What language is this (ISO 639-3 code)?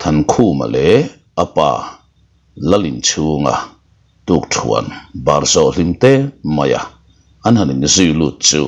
lus